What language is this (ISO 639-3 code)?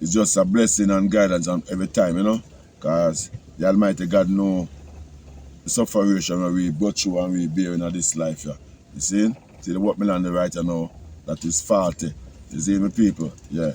jam